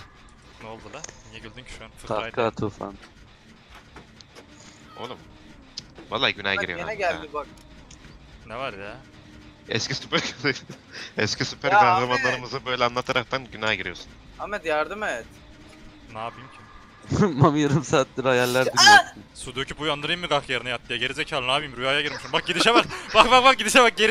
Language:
Turkish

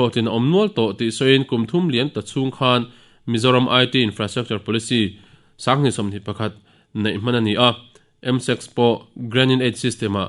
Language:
Mizo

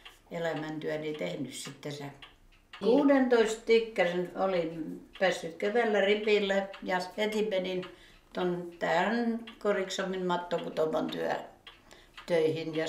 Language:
Finnish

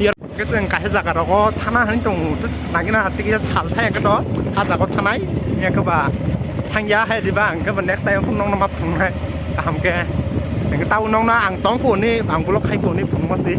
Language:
Kok Borok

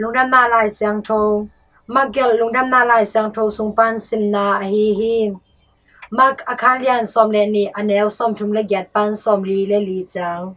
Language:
Tedim Chin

